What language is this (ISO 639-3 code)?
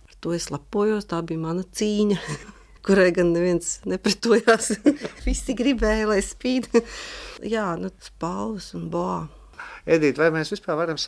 lav